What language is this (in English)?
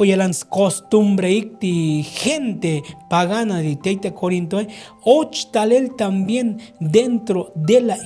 Tzotzil